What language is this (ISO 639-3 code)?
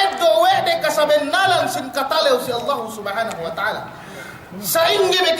yka